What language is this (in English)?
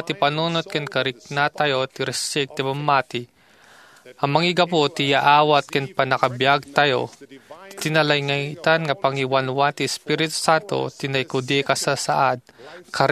Iloko